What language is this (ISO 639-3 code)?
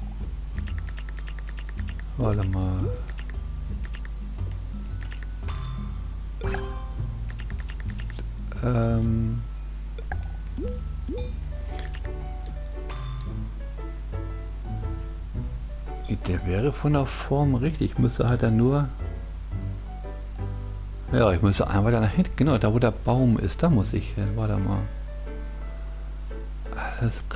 deu